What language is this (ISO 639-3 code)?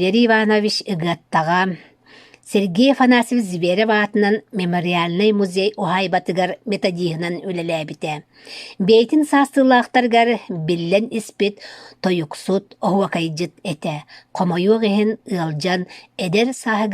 sah